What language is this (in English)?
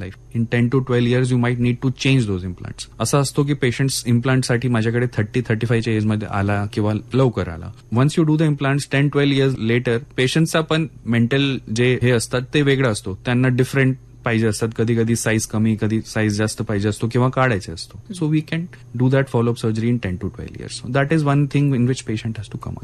Marathi